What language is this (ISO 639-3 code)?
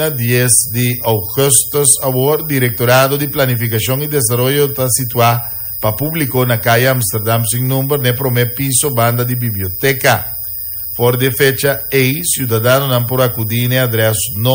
pap